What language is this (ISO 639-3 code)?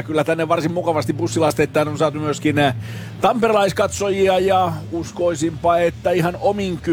fin